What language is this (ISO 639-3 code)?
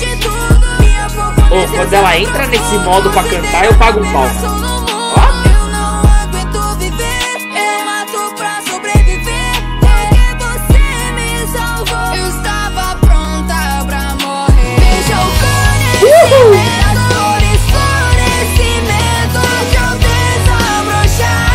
por